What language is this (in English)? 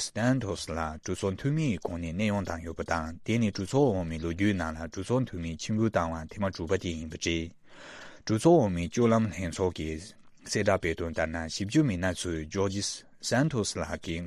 Tibetan